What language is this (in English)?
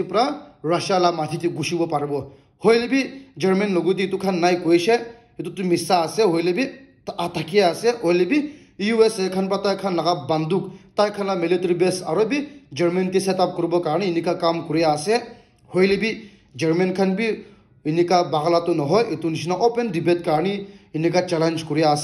Naga Pidgin